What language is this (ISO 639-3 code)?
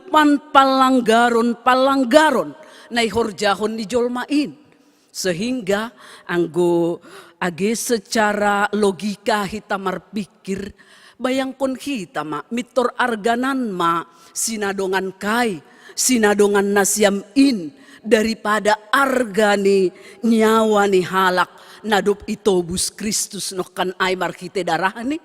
bts